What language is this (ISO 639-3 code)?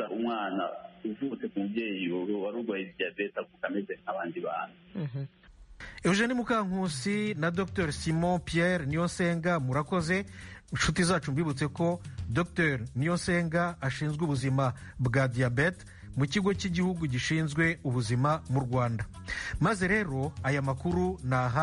kin